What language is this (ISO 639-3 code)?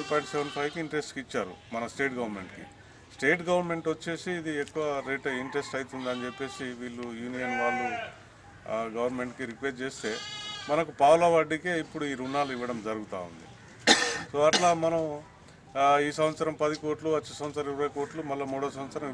tel